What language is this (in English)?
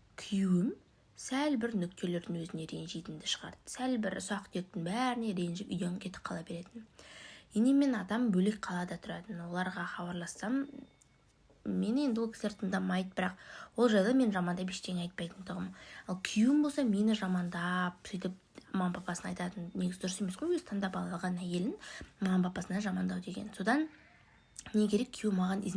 Kazakh